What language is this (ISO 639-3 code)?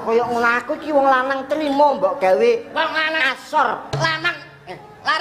jav